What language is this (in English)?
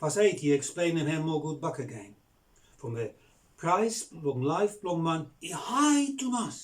Bislama